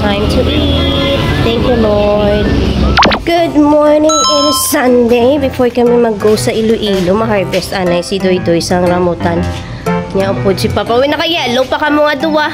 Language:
Hiligaynon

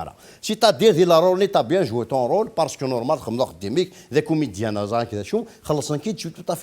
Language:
Kabyle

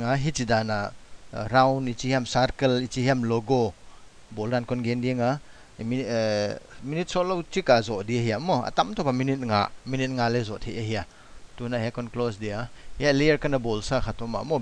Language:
Paite Chin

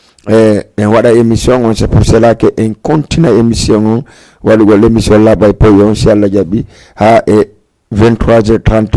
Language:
Fula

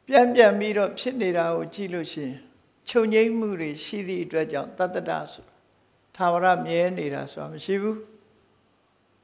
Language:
Burmese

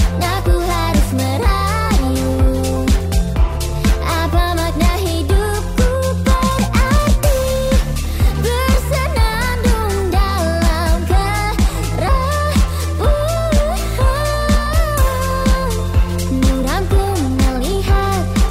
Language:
Indonesian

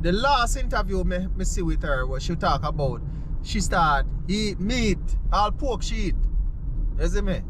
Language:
Jamaican Creole English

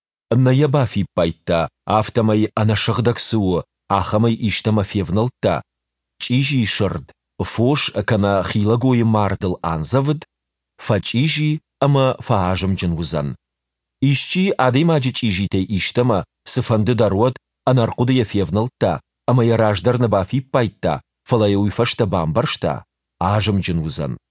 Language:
Ossetic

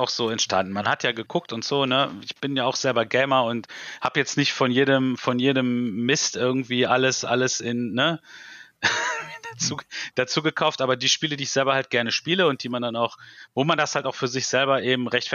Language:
German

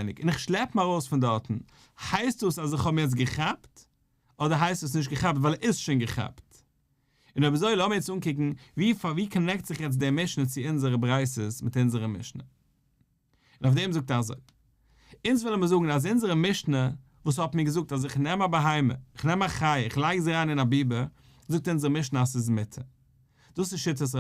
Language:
Yiddish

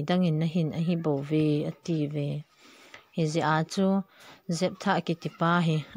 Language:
Thado Chin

